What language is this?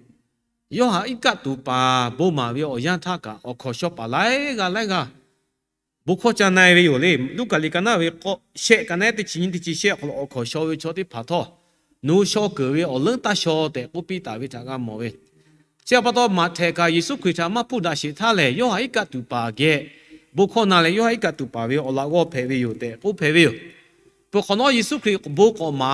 Lahu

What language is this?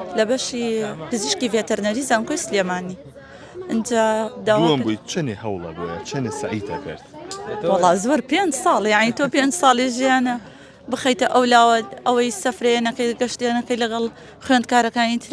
Central Kurdish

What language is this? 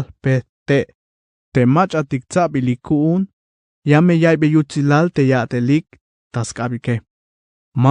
Tzeltal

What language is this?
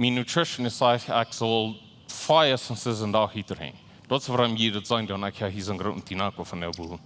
Plautdietsch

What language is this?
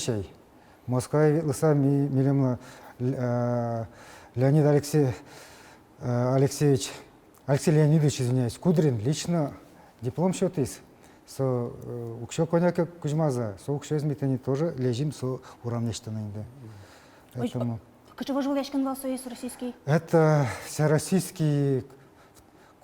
Udmurt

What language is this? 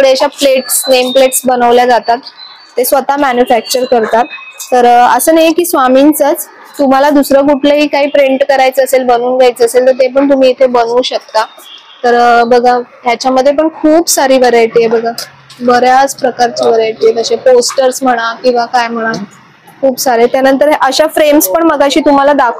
Marathi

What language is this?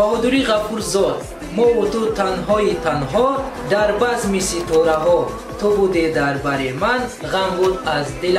Tajik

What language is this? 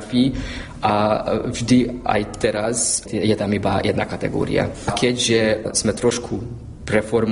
Slovak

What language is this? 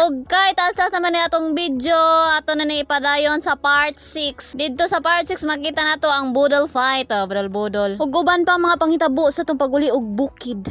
Cebuano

